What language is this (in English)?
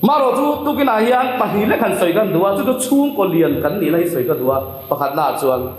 Mizo